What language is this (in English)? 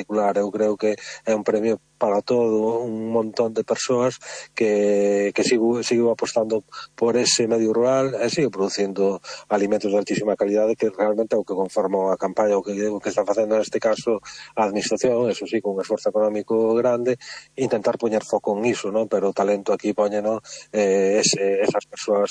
Galician